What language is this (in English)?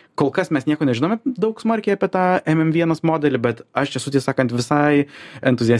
Lithuanian